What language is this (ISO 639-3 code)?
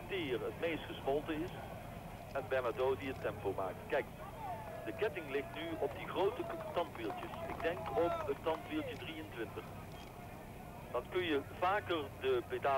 nld